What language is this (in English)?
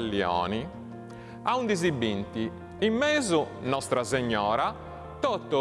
Sardinian